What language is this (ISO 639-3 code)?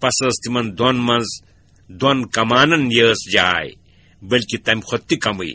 kas